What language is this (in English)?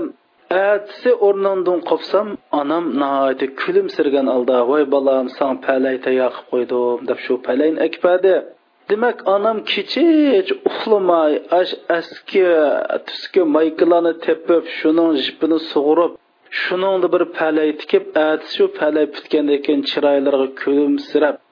Uyghur